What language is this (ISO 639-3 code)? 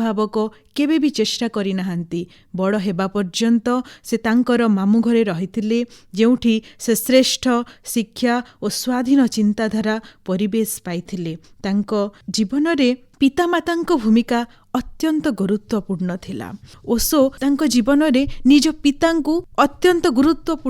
ori